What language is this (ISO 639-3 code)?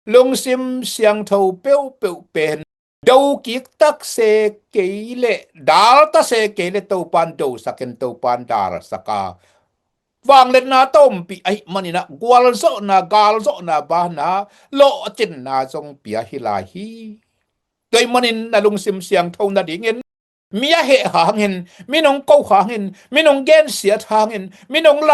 ctd